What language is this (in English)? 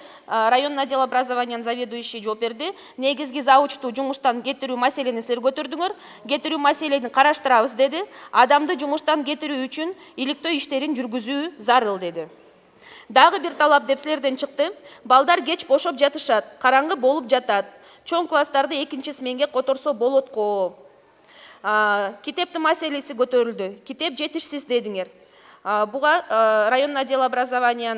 Kyrgyz